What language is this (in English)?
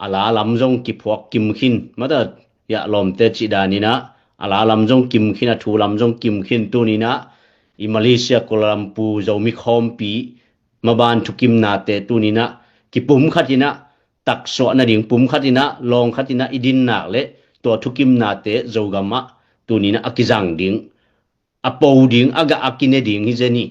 Tedim Chin